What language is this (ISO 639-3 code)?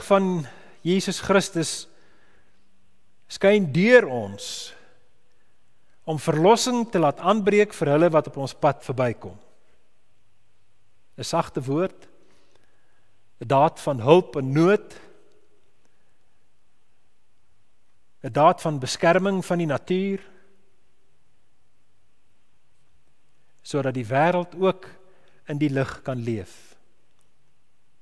afr